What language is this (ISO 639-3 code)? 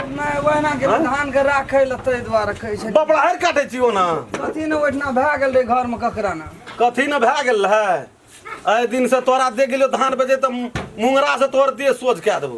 mai